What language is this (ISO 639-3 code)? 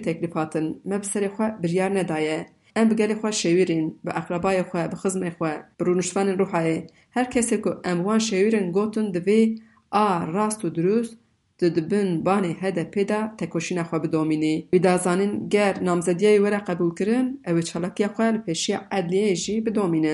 kur